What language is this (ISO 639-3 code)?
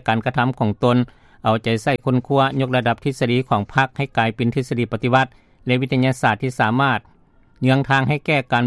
lao